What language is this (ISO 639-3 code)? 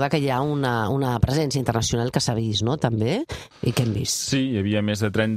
cat